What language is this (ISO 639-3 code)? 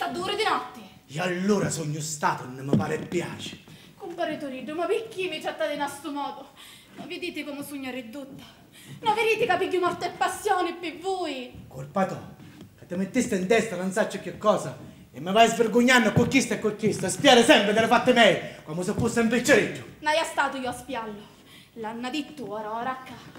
scn